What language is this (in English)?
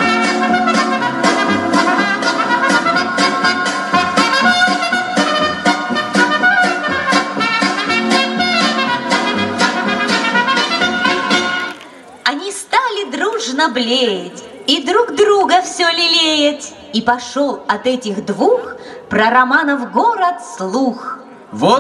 Russian